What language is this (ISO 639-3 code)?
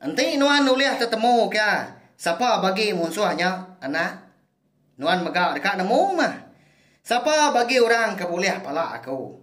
iba